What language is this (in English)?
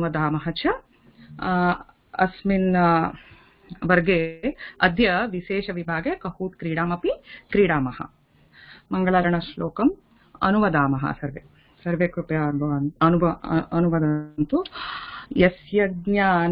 Sanskrit